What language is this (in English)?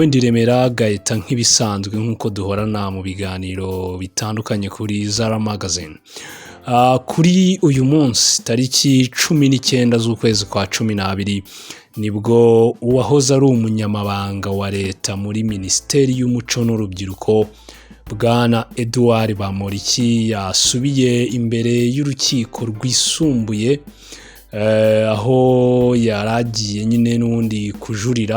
Kinyarwanda